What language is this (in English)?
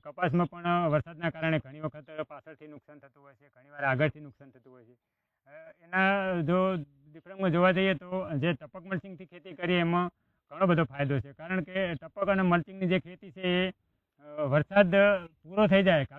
Gujarati